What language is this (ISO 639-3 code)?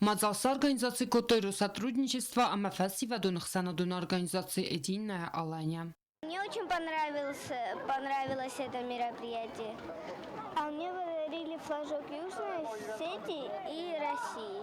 oss